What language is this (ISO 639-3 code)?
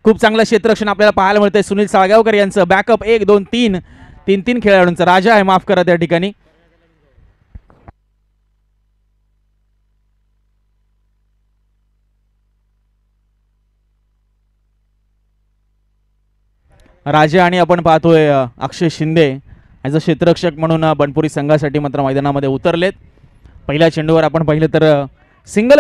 mar